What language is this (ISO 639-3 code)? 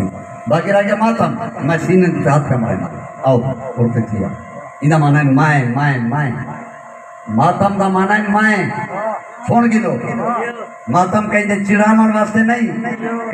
skr